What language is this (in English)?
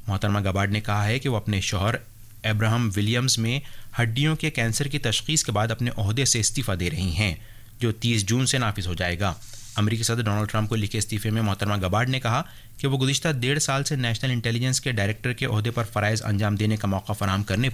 Urdu